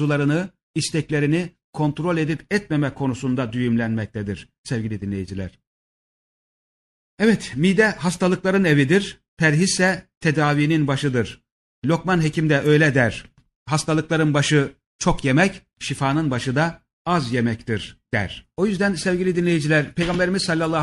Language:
Turkish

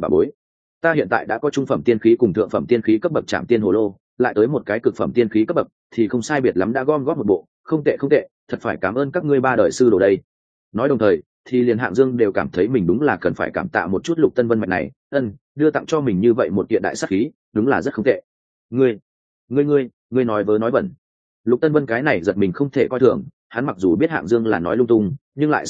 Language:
Vietnamese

